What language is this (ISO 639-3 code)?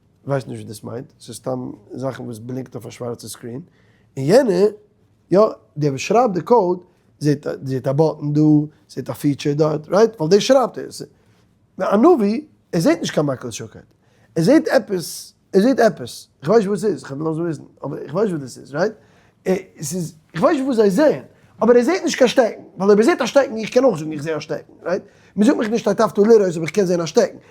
yid